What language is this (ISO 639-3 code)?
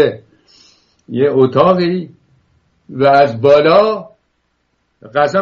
fas